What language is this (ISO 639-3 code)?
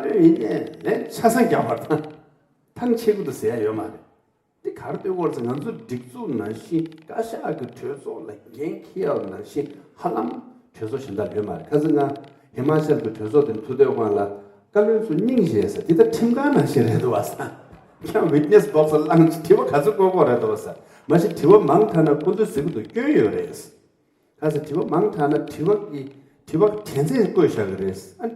bod